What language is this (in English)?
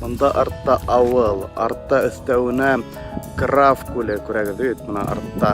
Bashkir